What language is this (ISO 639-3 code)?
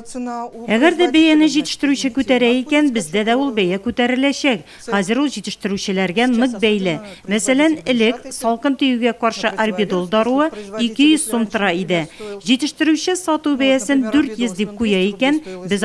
tat